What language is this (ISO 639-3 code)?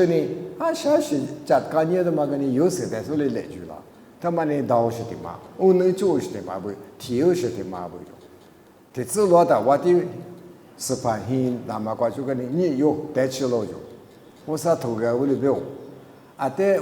lis